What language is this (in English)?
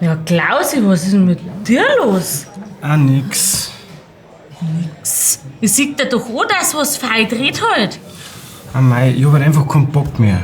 Bavarian